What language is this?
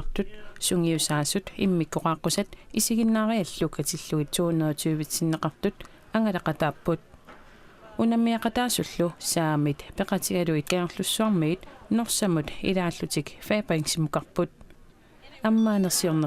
Kalaallisut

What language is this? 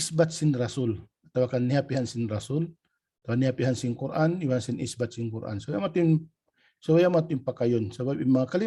Tausug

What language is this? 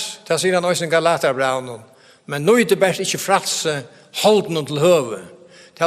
Faroese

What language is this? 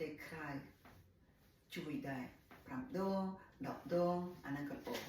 Khmer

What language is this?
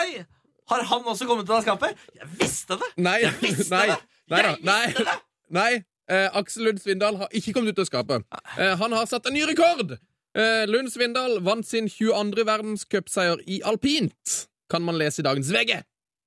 Norwegian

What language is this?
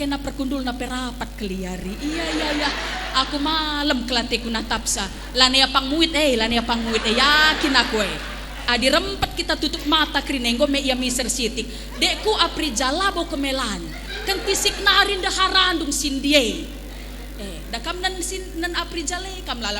Batak Karo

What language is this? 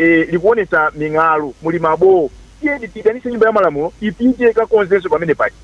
Nyanja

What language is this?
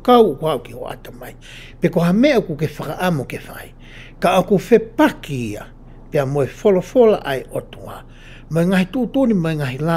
Tongan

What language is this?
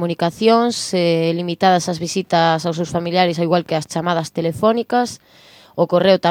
Galician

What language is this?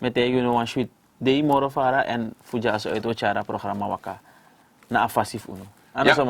Sranan Tongo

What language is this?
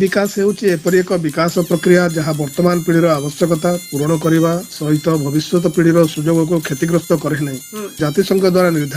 Odia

